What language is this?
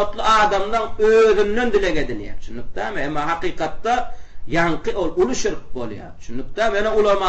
Turkmen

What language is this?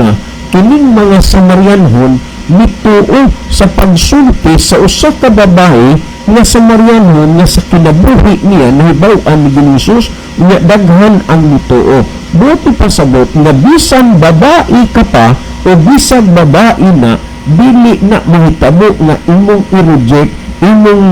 Cebuano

